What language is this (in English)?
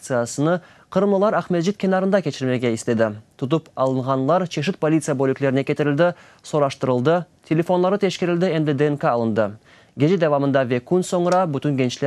Crimean Tatar